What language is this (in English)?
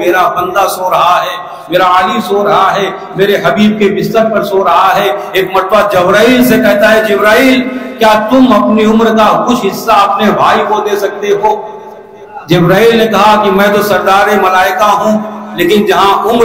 Urdu